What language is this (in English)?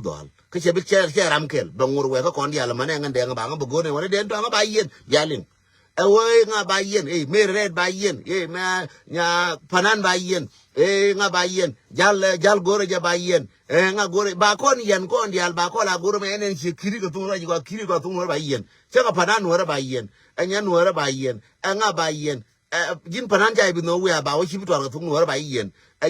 Nuer